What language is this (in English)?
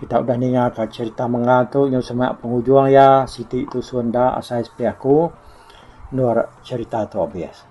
Iban